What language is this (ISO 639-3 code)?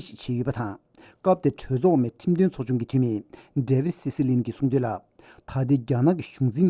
bod